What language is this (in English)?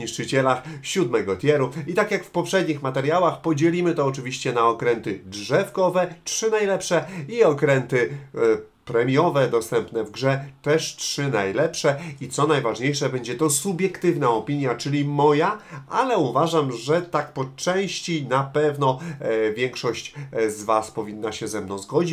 Polish